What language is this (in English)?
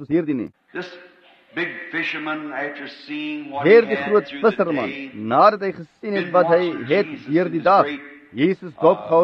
Afrikaans